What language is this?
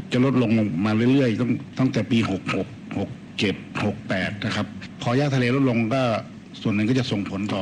Thai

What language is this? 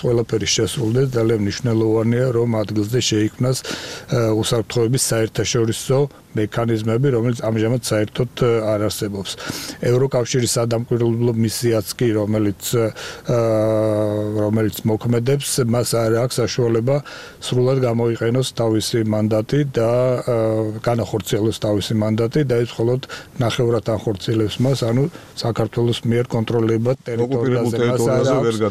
Georgian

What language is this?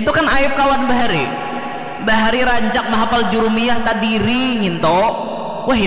Banjar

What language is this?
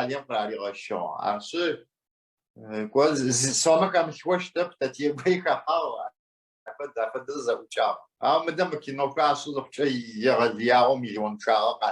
Adyghe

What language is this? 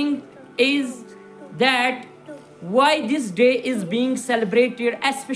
Kashmiri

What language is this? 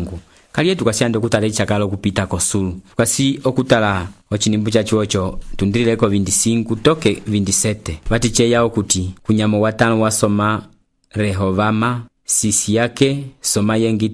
Umbundu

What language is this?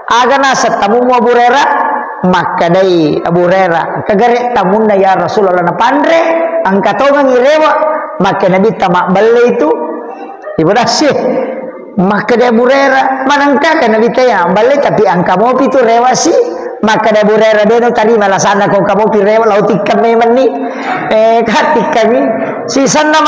Buginese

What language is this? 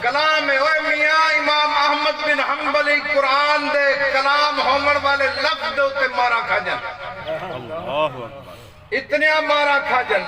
Saraiki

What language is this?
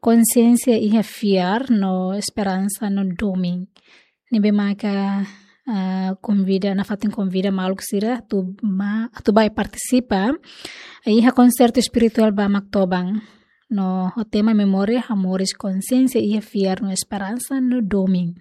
Tetum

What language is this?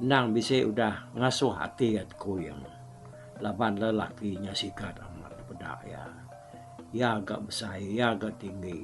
Iban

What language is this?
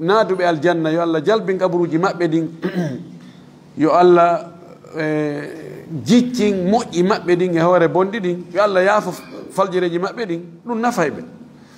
Fula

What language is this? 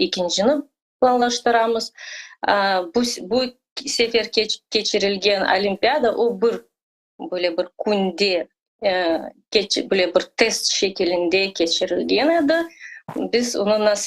Crimean Tatar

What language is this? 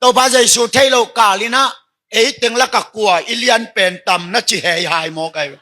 Tedim Chin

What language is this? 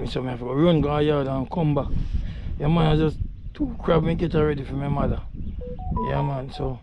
Jamaican Creole English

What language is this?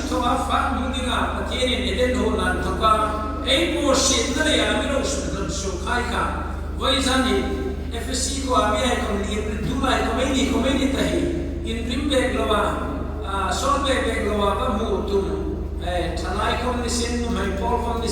Hmar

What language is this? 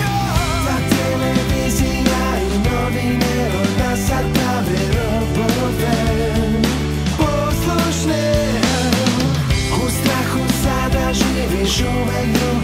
Serbian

